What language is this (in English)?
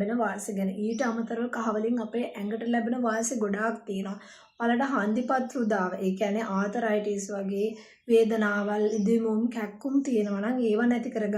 Sinhala